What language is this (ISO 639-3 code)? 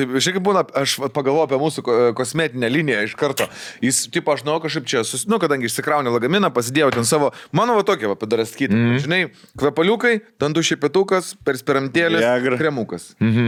lit